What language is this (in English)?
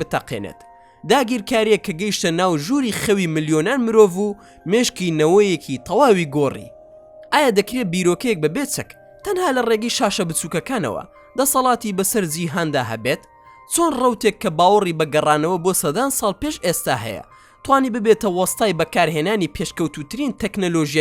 Central Kurdish